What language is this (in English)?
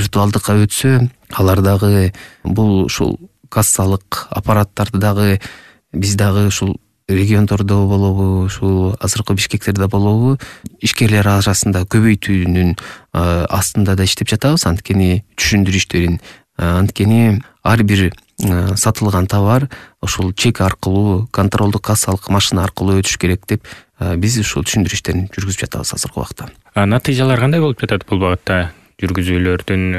Kyrgyz